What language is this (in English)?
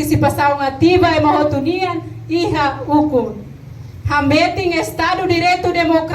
Tetum